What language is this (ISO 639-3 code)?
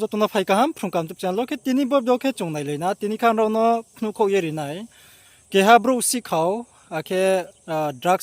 ria